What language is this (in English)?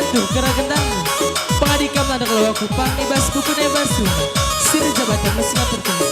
Batak Karo